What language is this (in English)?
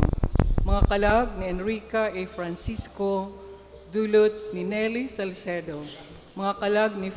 Bikol